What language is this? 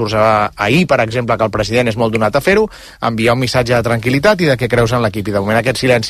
Catalan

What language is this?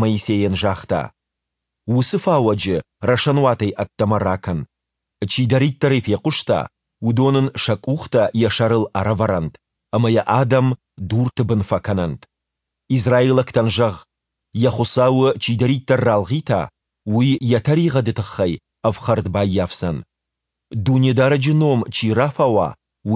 Ossetic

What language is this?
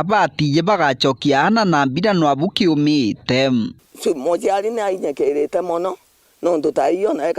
Meru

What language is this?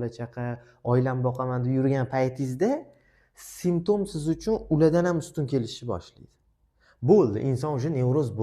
Uzbek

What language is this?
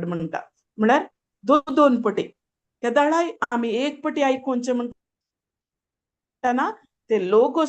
Konkani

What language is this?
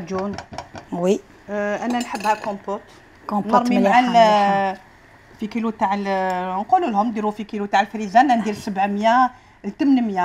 Algerian Arabic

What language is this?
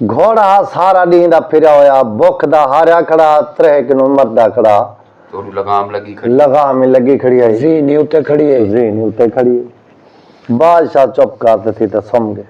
Saraiki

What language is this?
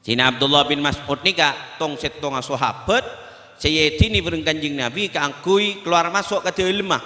Madurese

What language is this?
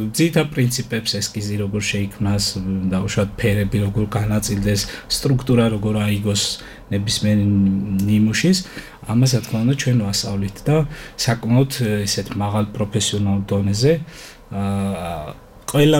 Georgian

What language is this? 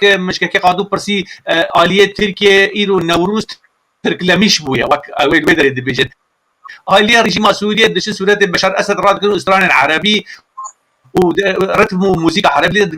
Kurdish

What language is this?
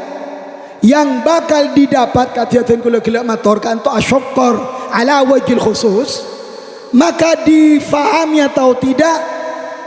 Madurese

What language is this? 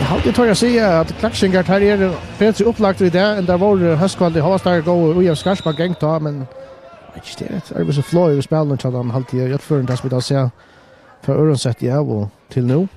Faroese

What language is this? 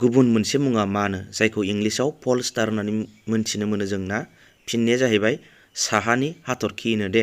Bodo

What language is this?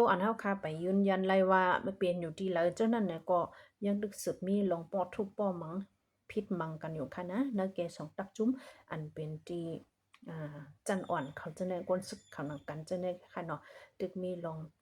Shan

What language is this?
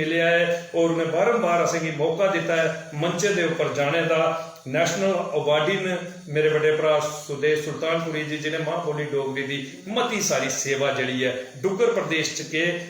Dogri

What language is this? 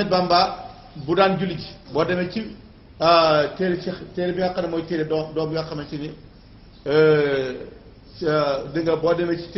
Wolof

